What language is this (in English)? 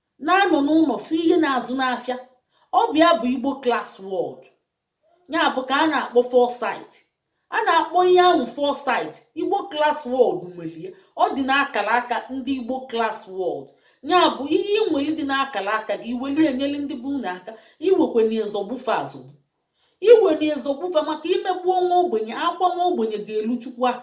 Igbo